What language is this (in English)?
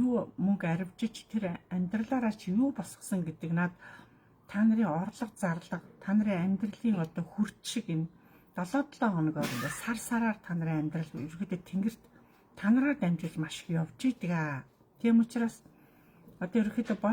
Mongolian